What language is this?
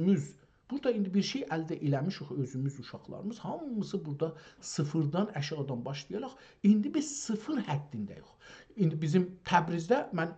South Azerbaijani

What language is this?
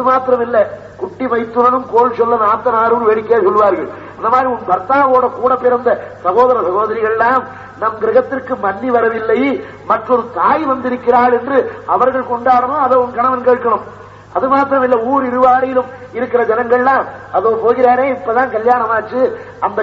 Tamil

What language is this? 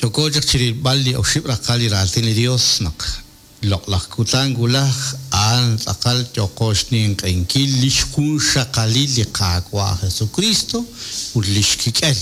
Kekchí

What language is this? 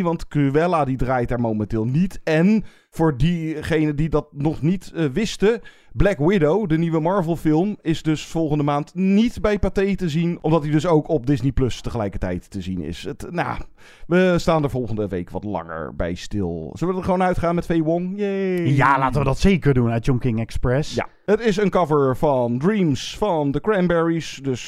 Dutch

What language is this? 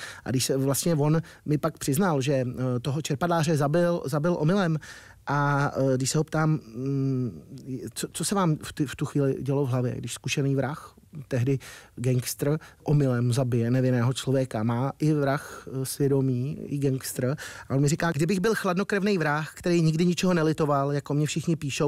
Czech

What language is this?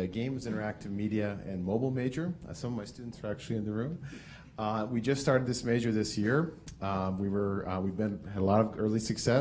English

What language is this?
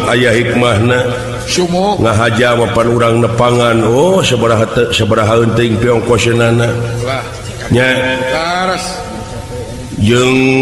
Sundanese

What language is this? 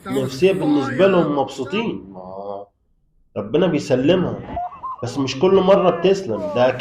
Egyptian Arabic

